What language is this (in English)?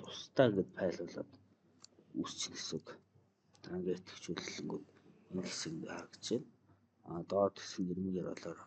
Mongolian